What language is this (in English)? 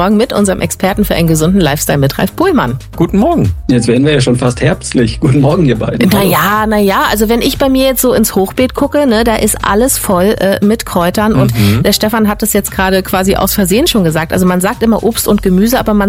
German